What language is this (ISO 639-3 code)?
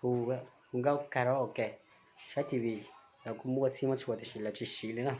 hmn